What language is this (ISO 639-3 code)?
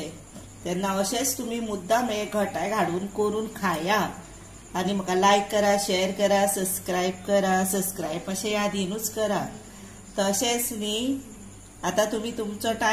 kok